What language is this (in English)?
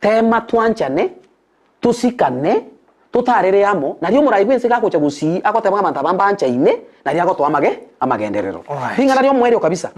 Gusii